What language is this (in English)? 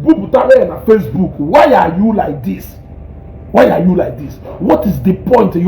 Igbo